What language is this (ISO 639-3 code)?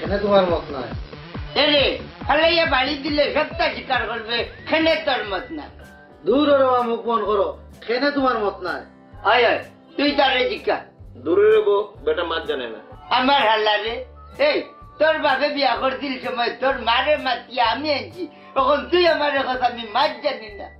syl